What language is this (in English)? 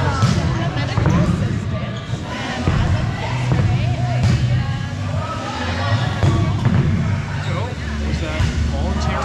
English